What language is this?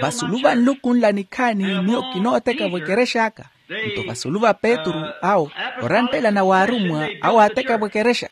Makhuwa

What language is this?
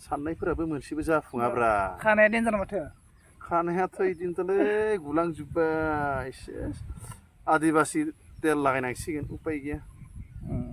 Bodo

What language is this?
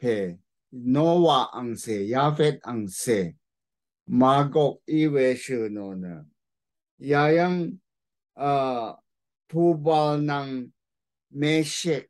Rawang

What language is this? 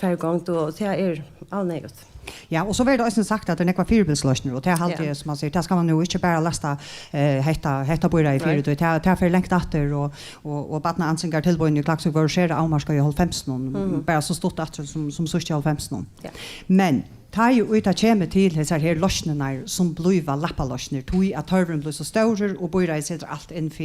Faroese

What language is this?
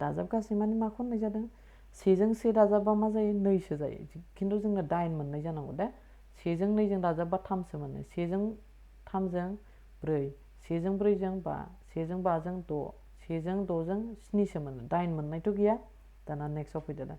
Bodo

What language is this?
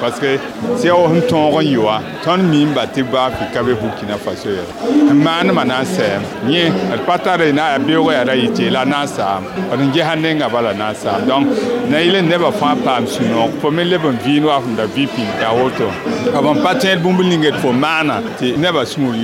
Mossi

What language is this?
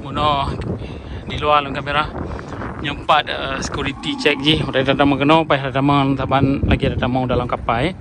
Achinese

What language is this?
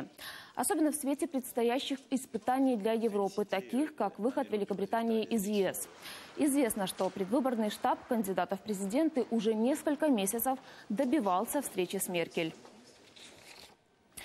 Russian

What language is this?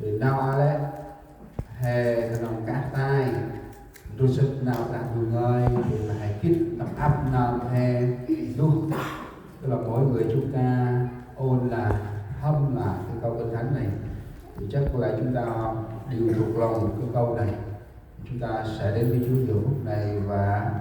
Central Mnong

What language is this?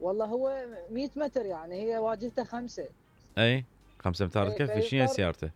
Mesopotamian Arabic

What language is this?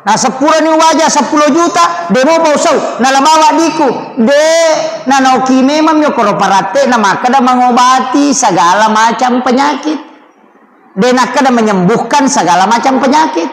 Buginese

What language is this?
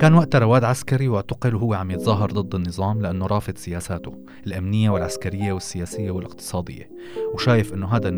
North Levantine Arabic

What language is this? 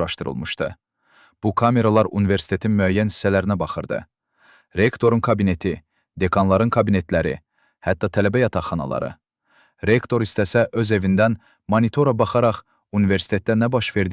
Azerbaijani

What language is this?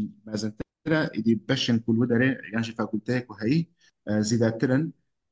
Kurdish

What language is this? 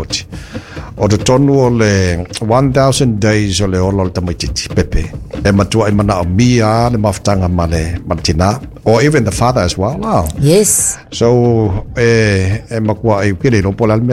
Samoan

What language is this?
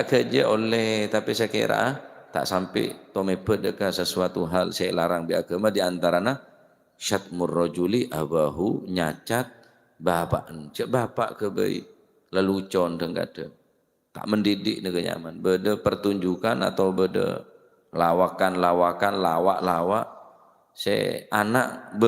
Madurese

